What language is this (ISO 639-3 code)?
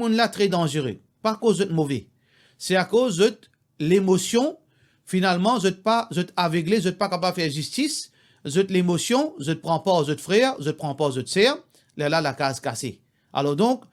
mfe